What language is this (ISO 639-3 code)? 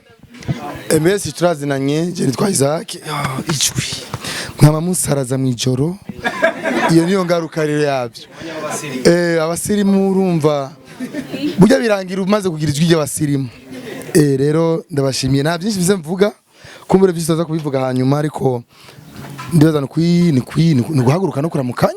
run